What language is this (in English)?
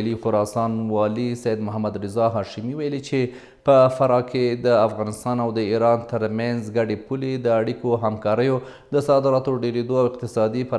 Pashto